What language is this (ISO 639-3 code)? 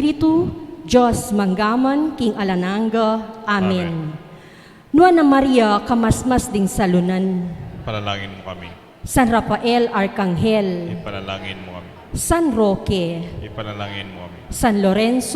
pam